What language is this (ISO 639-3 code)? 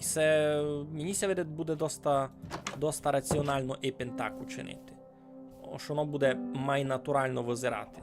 rue